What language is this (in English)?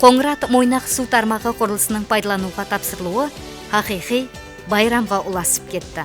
Kara-Kalpak